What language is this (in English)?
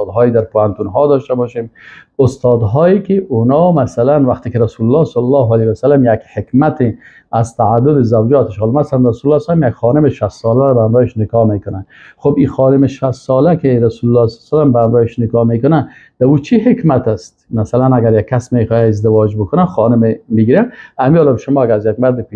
Persian